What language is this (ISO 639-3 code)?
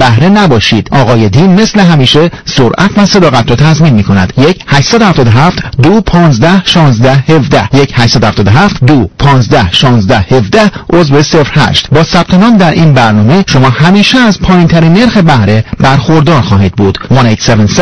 fas